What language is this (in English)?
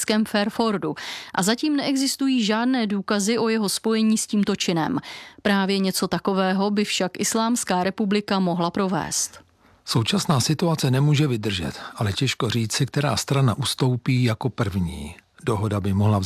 Czech